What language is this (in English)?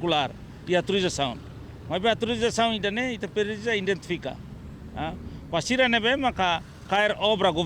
Tetum